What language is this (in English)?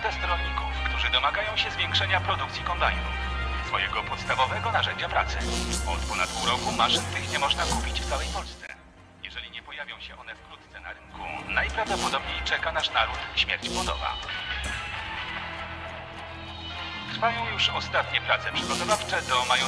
Polish